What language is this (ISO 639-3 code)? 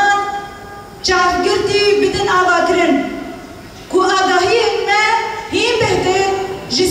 kur